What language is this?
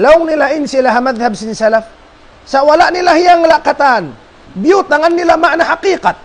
Tausug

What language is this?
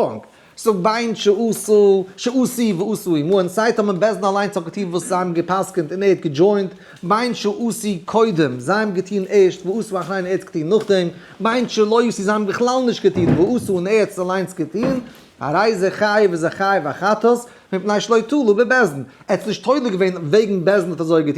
Yiddish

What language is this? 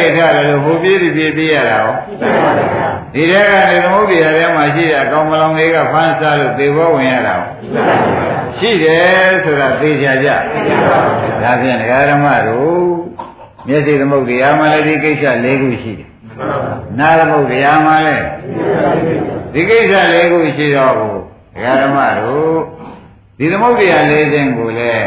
Burmese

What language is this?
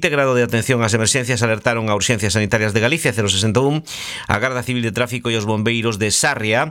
Galician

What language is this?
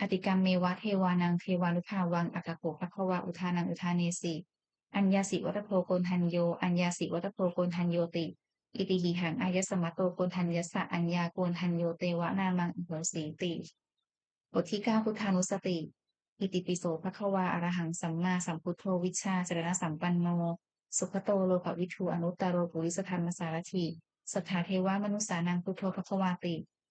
Pali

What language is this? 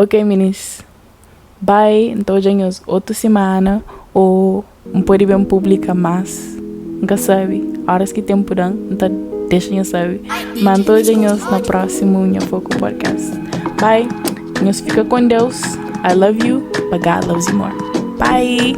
Kabuverdianu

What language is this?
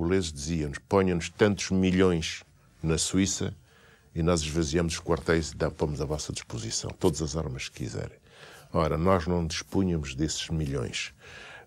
Portuguese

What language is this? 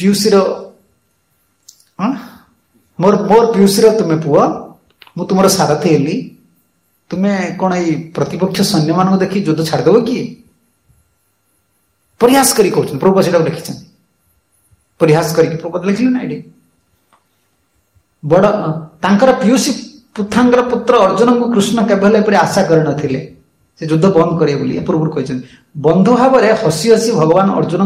Odia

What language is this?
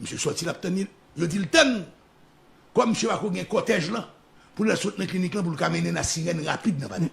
Haitian Creole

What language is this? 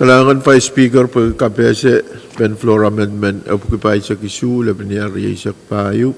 Pohnpeian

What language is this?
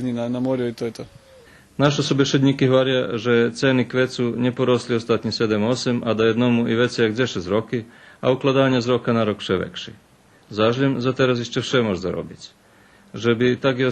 Rusyn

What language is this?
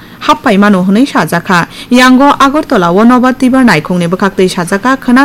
Kok Borok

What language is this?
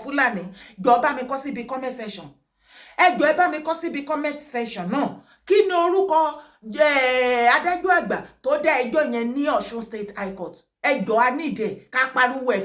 Yoruba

